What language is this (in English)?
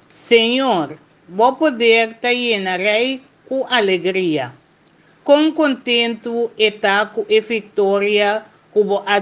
Papiamento